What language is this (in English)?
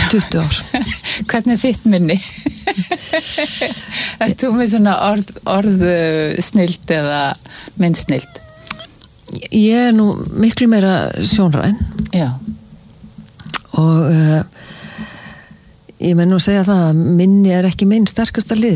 Icelandic